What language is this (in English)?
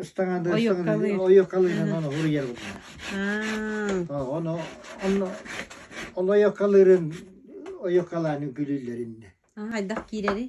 Yakut